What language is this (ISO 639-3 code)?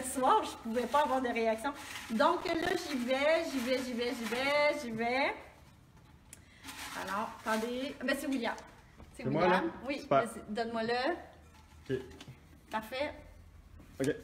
fra